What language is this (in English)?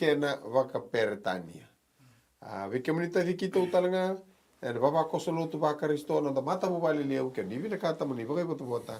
Fijian